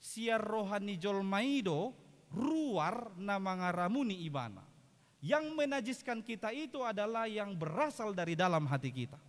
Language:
Batak Toba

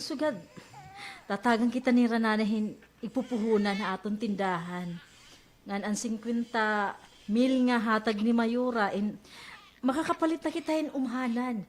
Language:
Waray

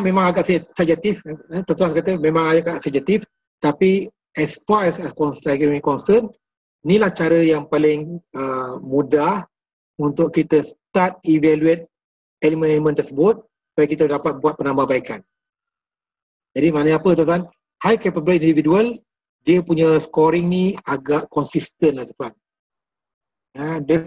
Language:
Malay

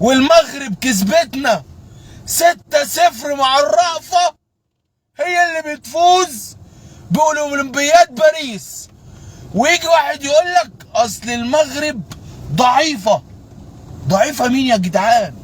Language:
Egyptian Arabic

